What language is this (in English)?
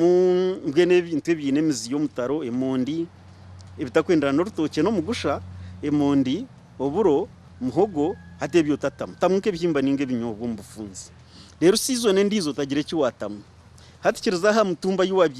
Nyankole